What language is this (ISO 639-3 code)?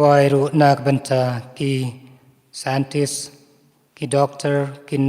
kha